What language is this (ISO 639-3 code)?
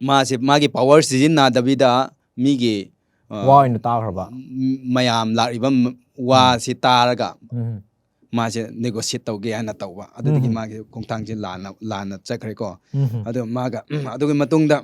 mni